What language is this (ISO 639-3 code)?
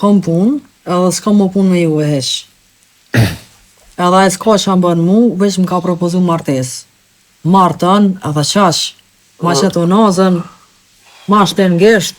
sqi